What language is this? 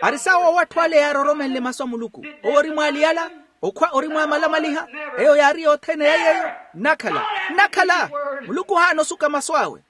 Makhuwa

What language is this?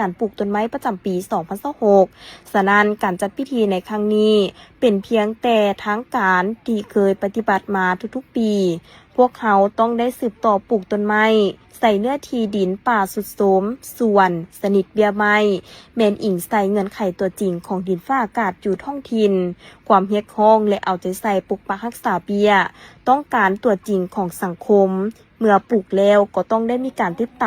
Lao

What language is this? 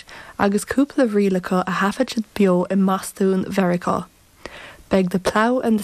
Irish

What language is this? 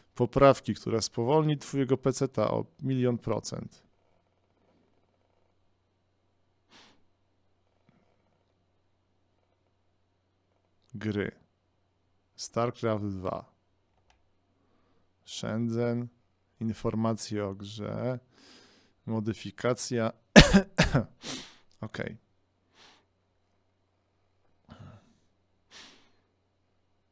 Polish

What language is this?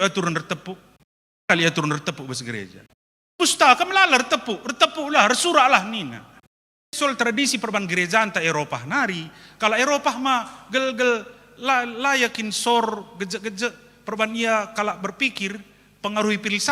Batak Karo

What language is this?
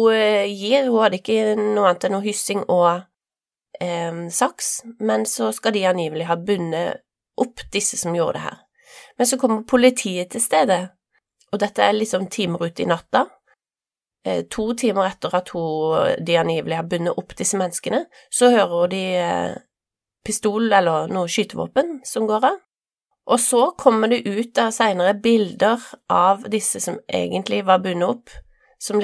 Norwegian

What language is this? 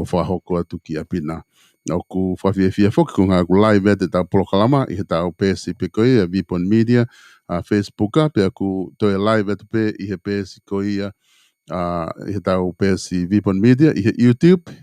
Tongan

